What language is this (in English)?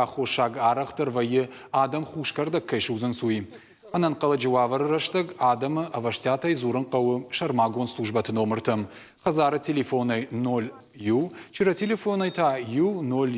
Ossetic